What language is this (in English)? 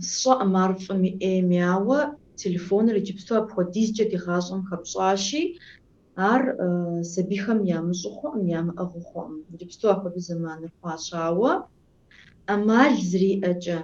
Kabardian